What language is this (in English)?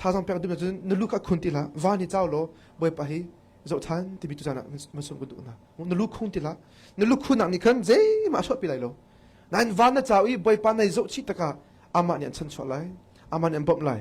Hakha Chin